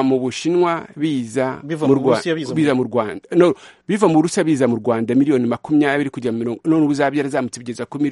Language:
Kinyarwanda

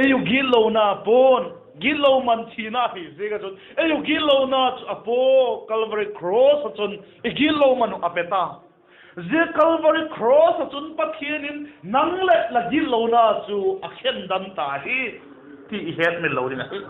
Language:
Vaiphei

